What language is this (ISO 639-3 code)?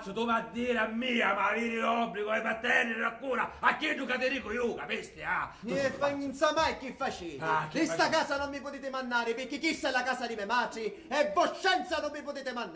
scn